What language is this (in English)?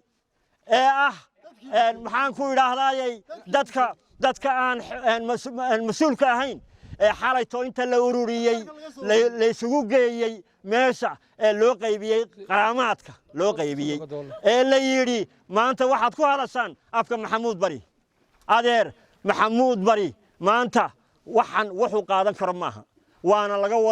Somali